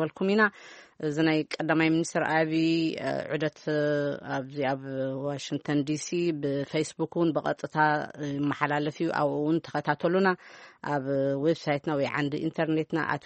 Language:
Tigrinya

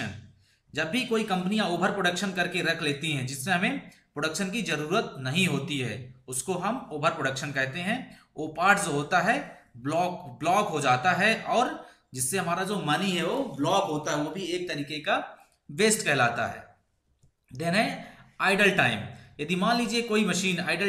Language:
Hindi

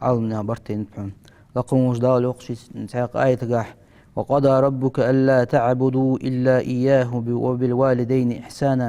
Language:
Ingush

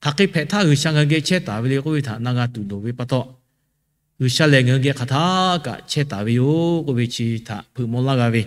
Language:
Lahu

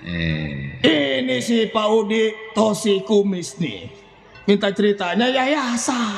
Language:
Betawi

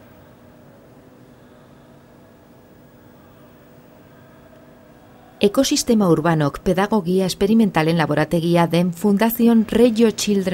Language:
Basque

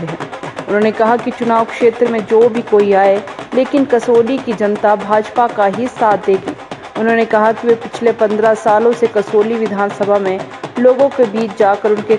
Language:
Hindi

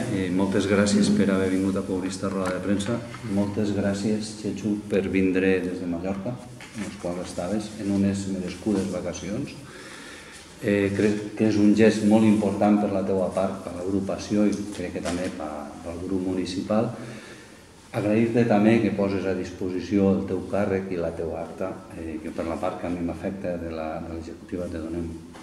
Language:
Catalan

